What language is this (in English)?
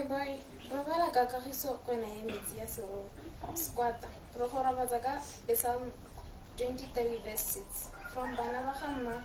Tswana